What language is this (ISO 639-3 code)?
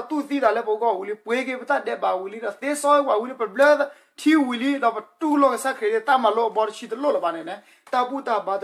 ksw